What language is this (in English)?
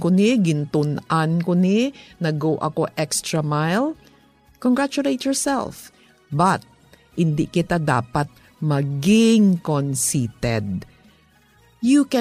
Hiligaynon